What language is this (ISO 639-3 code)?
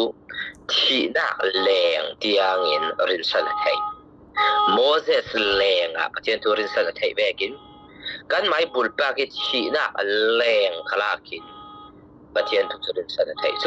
cfm